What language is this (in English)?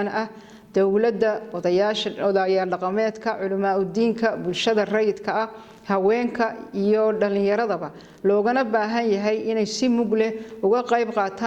Somali